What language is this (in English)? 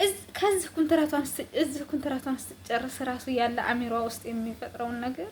Amharic